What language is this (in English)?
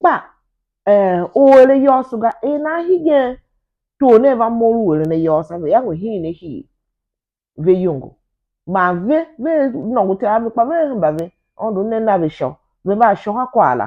Tiv